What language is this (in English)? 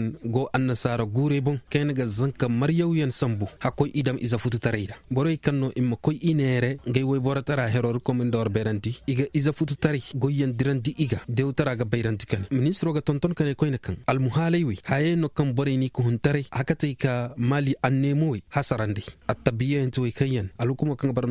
Zarma